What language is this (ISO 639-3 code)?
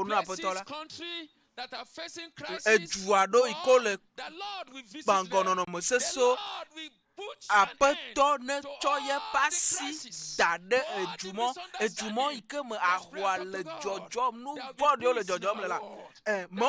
ewe